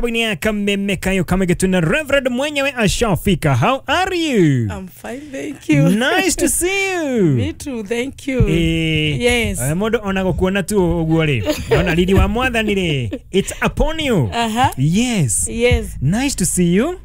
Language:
Kikuyu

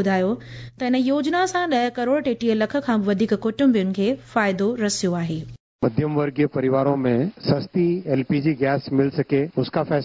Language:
Sindhi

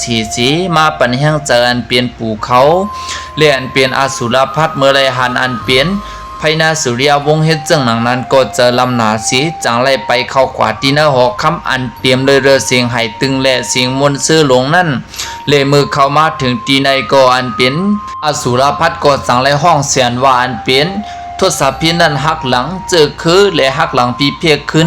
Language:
Shan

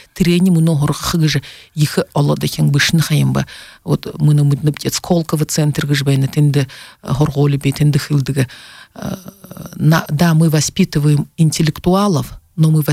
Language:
Buriat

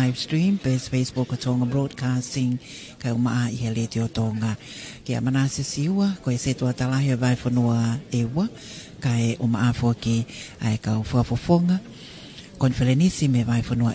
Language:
Tongan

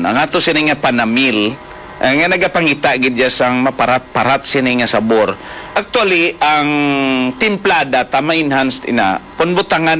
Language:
Hiligaynon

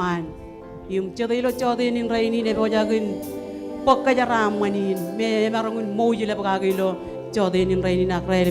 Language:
Marshallese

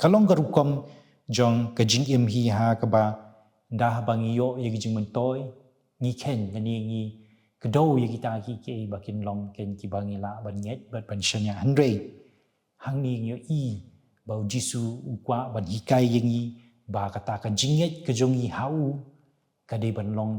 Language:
Khasi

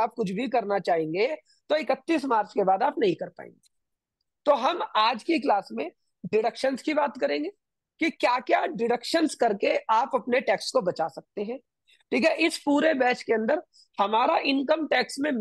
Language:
Hindi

